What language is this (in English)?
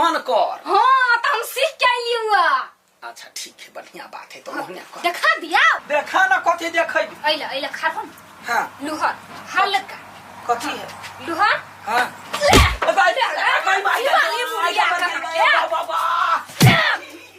Maithili